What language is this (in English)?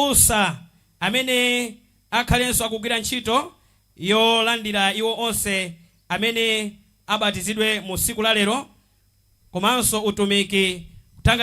Nyanja